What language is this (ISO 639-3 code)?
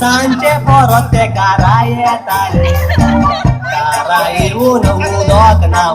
kok